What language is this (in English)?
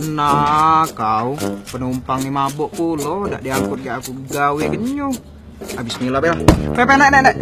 Musi